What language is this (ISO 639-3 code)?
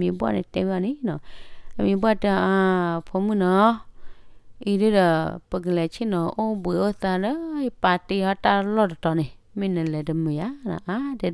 ksw